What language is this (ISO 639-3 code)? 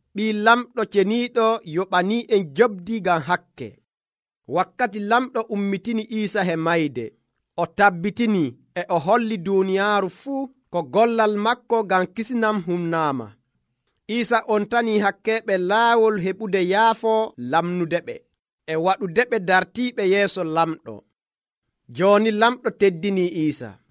fuv